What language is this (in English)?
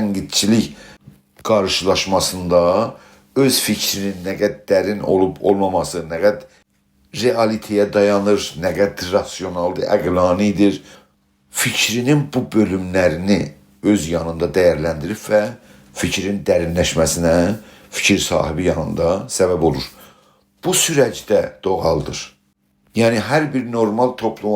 South Azerbaijani